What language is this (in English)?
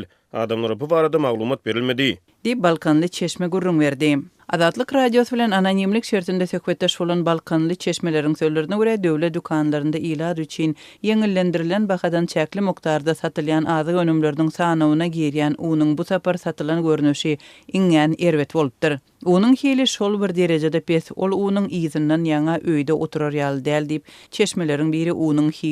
Turkmen